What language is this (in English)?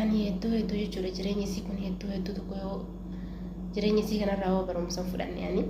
Oromo